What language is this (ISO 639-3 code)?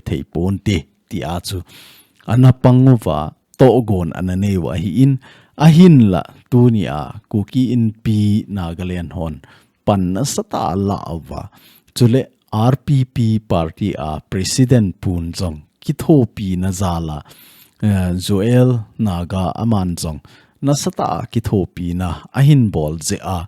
tcz